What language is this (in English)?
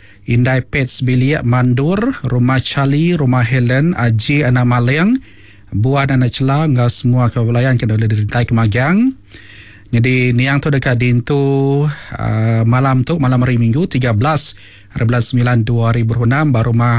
Iban